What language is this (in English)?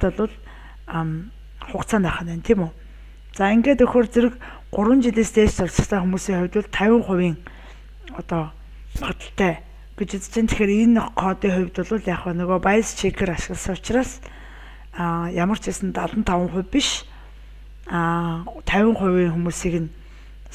Mongolian